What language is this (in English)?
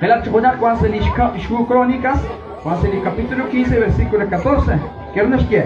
Kekchí